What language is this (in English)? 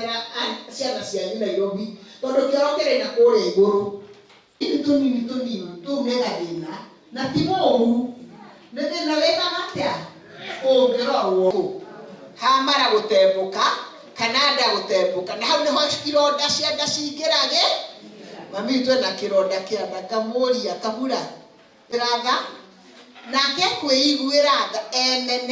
Kikuyu